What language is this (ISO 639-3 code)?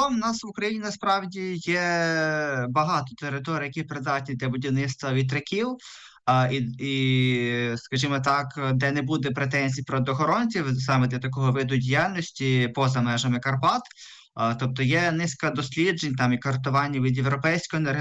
ukr